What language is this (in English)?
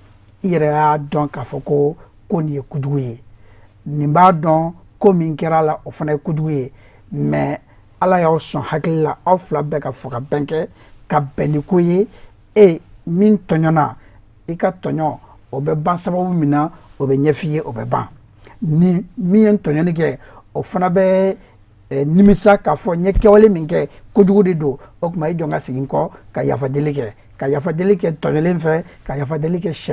Bambara